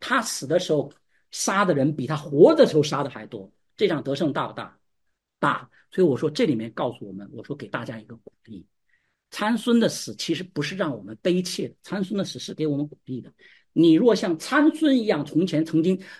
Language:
Chinese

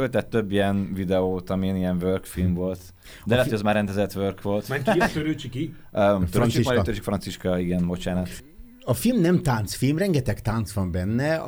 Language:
Hungarian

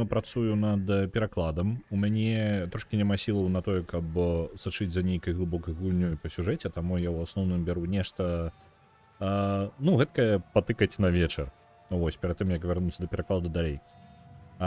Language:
Belarusian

